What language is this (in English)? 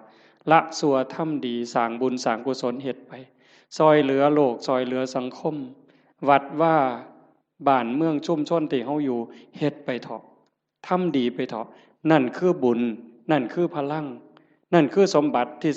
Northeastern Thai